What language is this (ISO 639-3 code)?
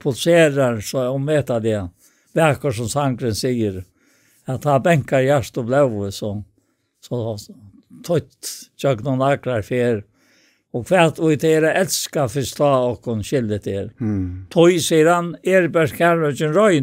fao